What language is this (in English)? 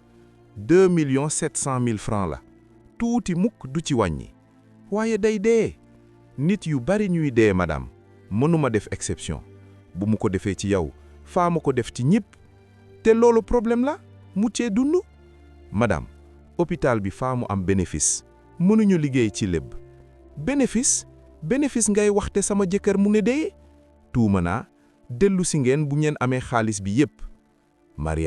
Wolof